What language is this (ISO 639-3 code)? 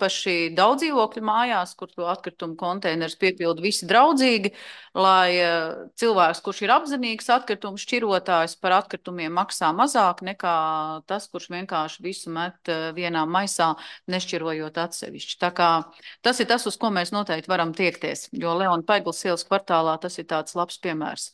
lav